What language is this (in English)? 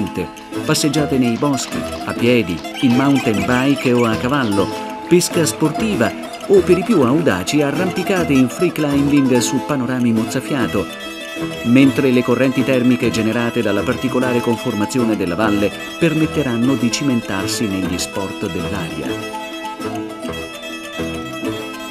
Italian